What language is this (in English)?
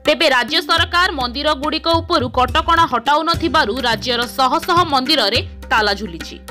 Odia